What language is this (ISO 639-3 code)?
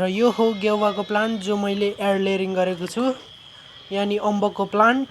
nep